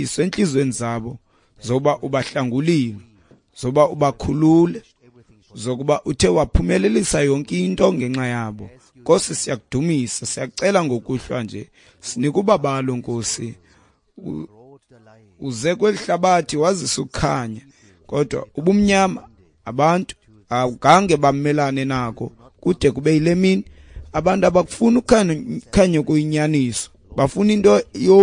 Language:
Xhosa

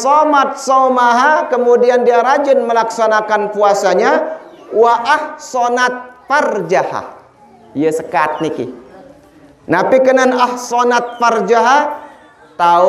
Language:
Sasak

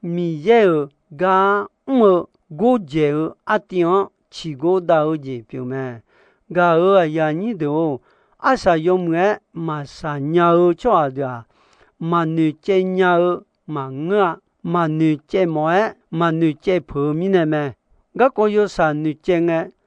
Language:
Akha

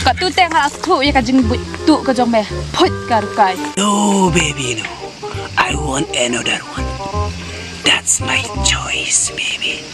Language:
Khasi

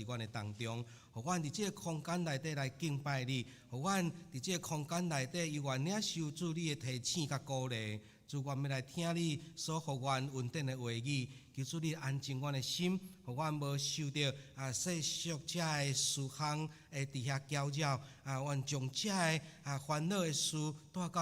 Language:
Min Nan Chinese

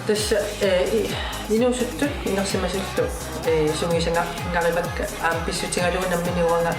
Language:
Kalaallisut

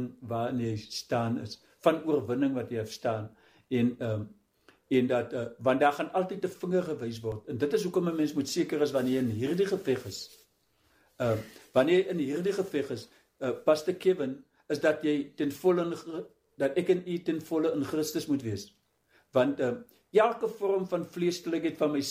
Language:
Afrikaans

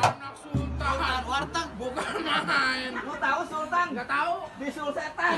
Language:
Betawi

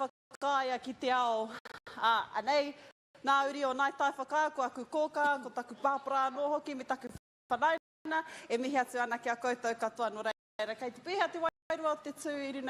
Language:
Māori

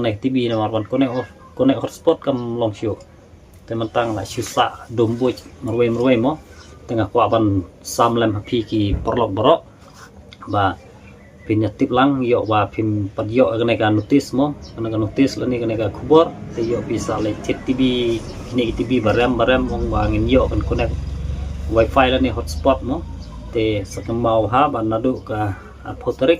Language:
Khasi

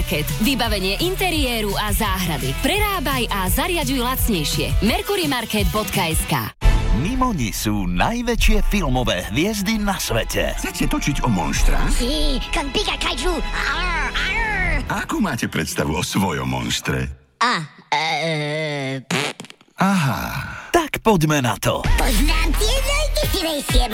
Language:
Slovak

